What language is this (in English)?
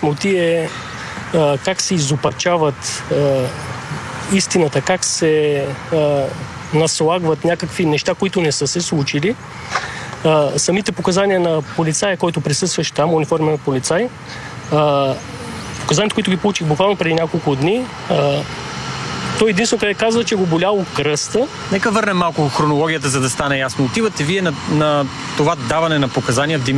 Bulgarian